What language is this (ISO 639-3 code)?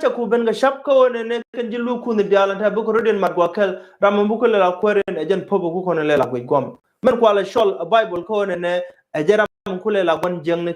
nus